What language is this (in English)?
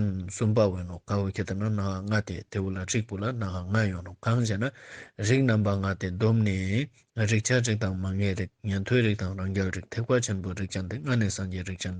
Ladakhi